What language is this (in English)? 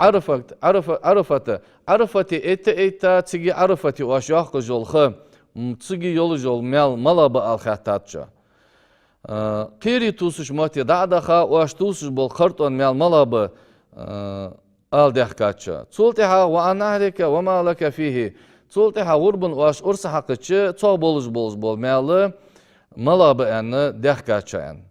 Ingush